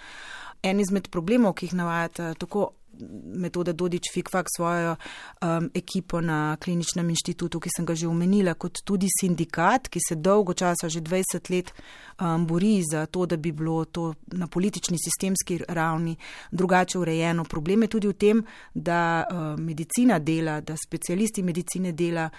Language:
Slovenian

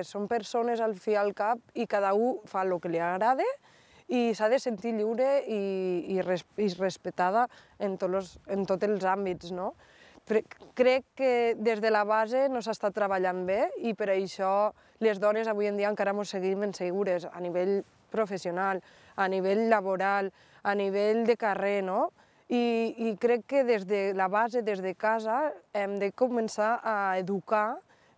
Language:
Catalan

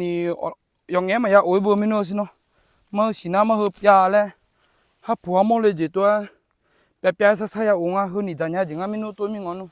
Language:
Akha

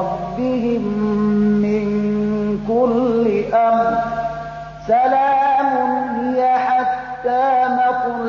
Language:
Persian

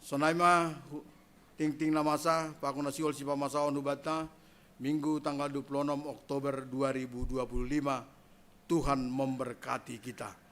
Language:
Batak Simalungun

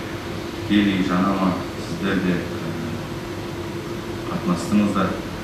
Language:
Kazakh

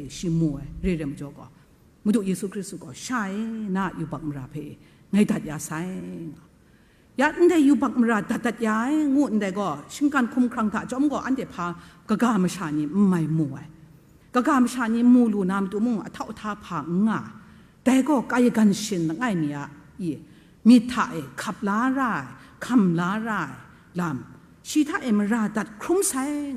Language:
Kachin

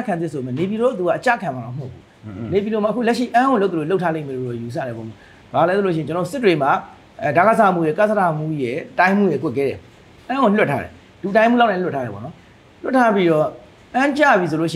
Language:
Burmese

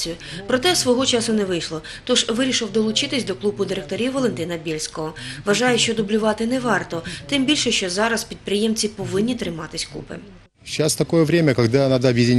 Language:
Ukrainian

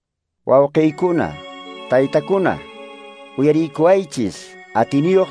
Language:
Quechua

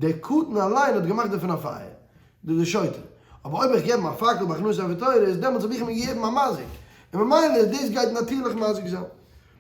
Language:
Yiddish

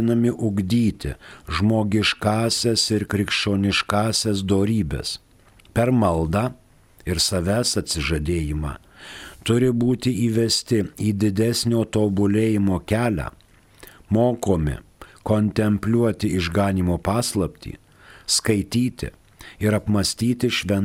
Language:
Lithuanian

